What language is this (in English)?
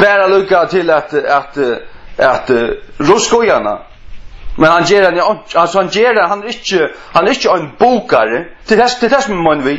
Faroese